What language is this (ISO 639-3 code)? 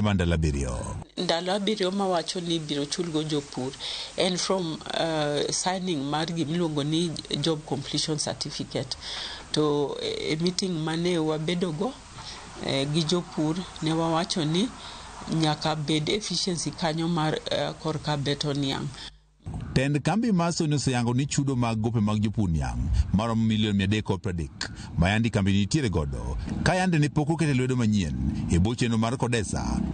luo